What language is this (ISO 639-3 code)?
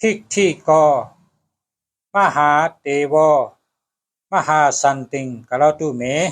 shn